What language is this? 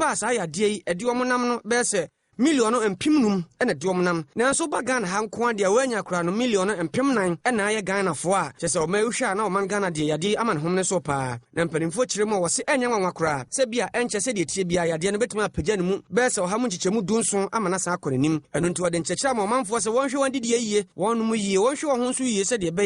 Akan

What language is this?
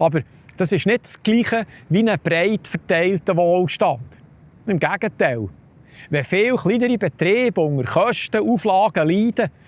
Swiss German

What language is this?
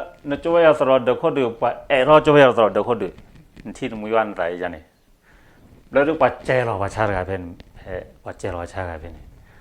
S'gaw Karen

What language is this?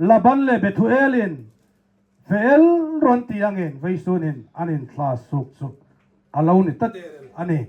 Hmar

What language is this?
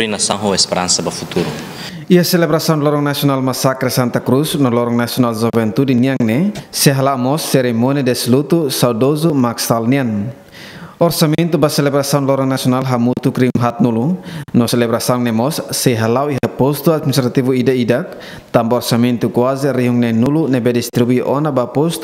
Tetum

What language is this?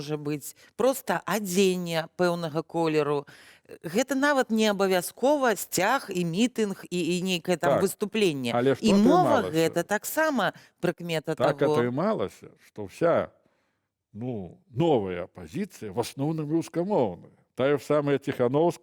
Belarusian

